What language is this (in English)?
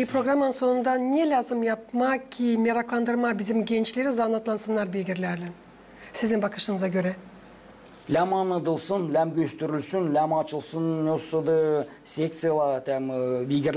Gagauz